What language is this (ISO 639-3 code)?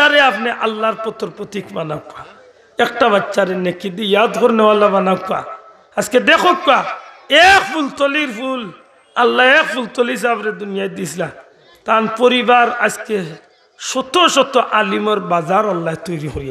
syl